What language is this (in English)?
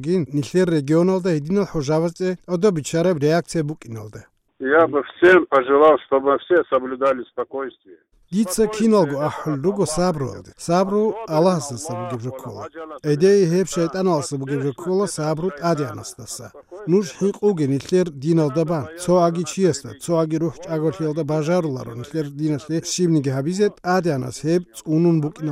Avaric